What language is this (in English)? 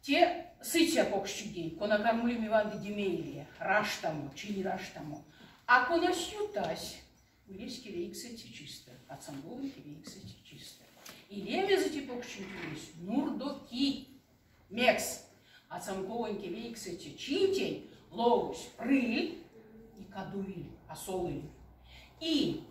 Erzya